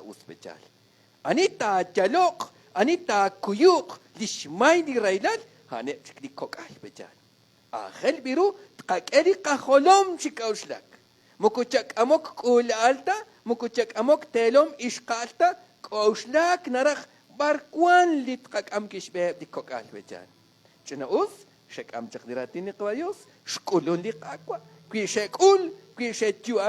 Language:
Kekchí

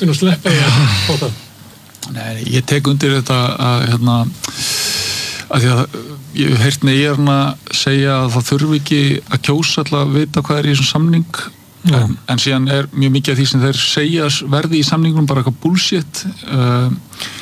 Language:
Icelandic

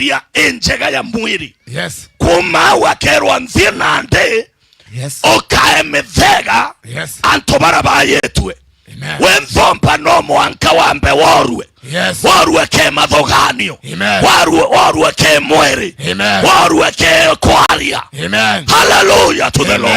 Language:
Meru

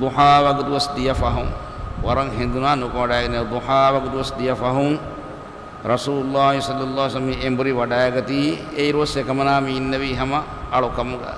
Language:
Divehi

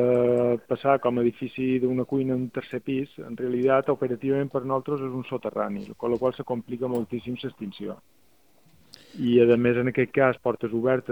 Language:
Catalan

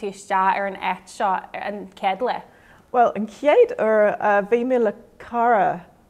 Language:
Irish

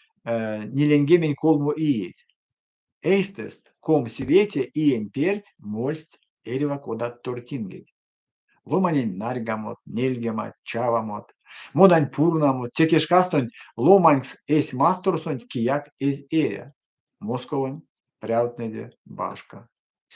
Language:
Erzya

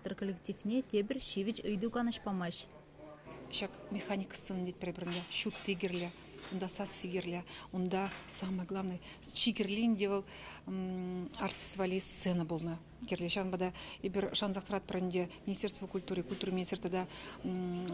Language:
Chuvash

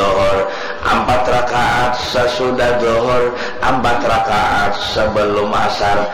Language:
Banjar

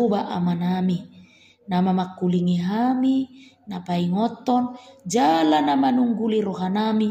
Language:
Batak Toba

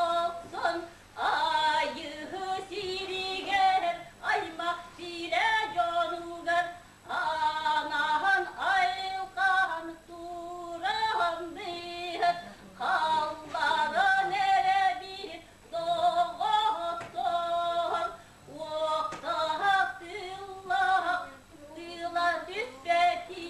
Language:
Yakut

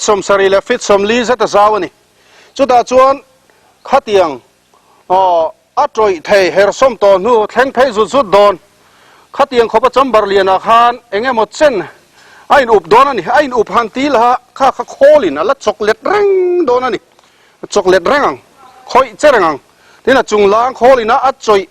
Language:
Mizo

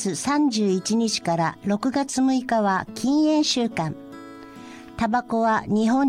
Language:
Japanese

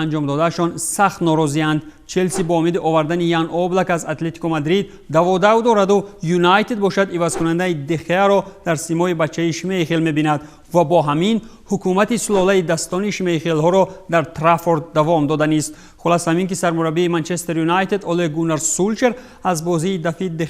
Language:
Tajik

